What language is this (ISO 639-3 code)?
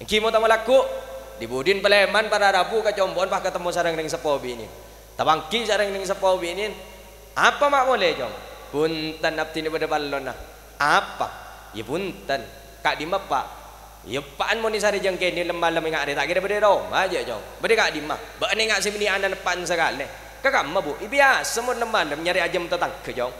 mad